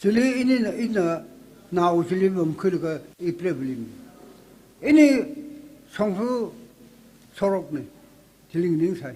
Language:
Tangkhul Naga (India)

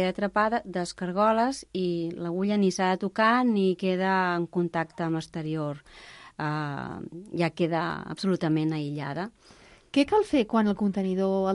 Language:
Catalan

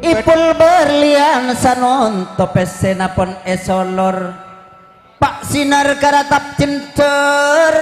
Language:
Madurese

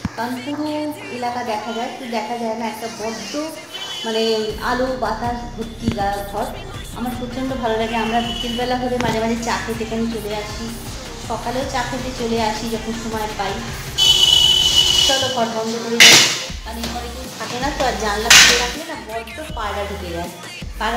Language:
Bangla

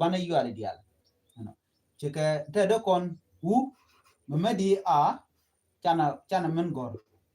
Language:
Nuer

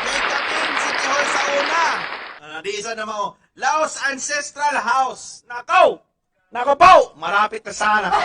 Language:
Cebuano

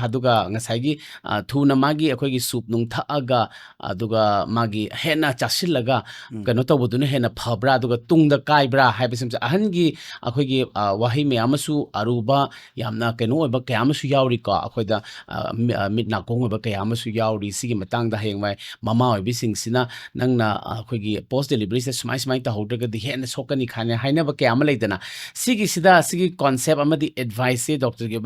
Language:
Manipuri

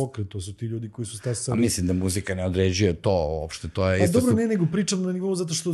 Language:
Serbian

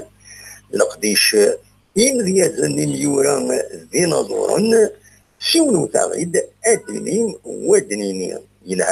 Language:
Kabyle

